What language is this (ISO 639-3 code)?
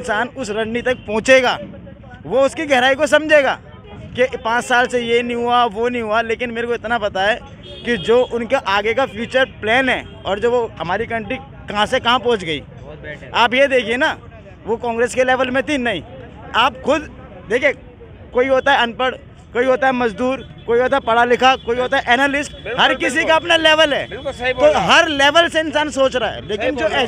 hin